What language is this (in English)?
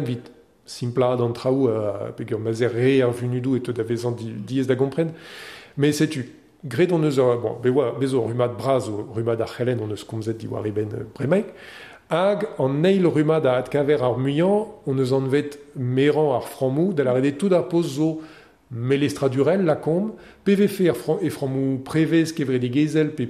Breton